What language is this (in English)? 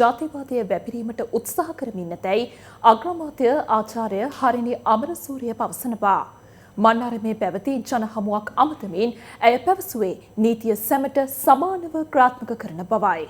Sinhala